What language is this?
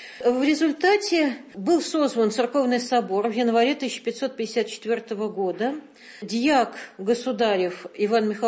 Russian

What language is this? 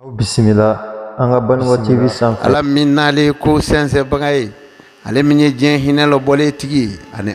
Bambara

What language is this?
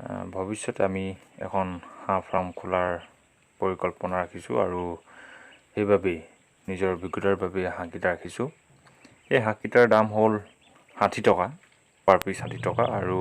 Assamese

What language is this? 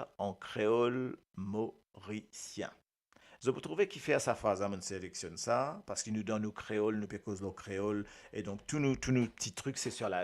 Morisyen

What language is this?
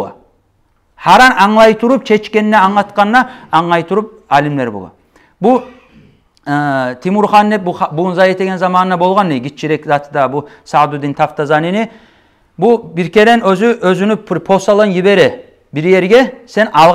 Kumyk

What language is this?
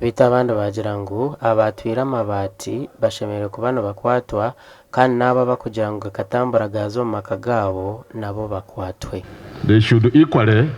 Nyankole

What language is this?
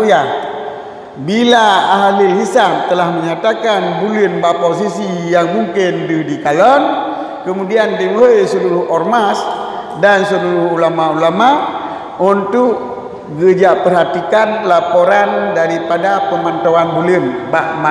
Achinese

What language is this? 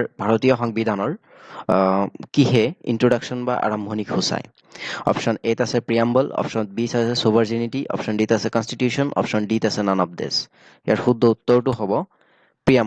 Assamese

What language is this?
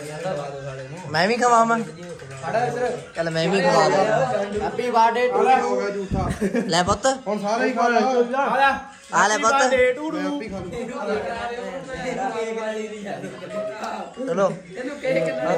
Punjabi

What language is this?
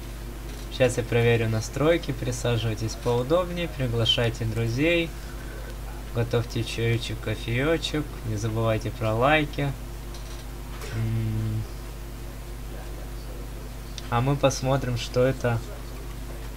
Russian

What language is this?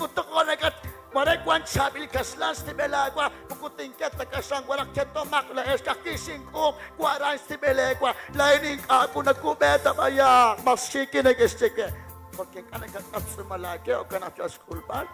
Kekchí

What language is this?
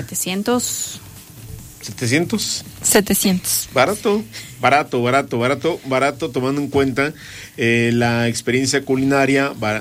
Spanish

